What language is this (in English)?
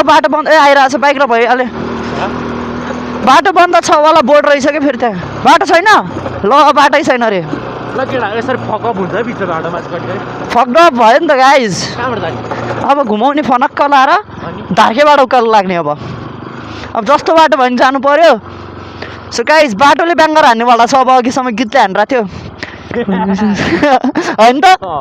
Nepali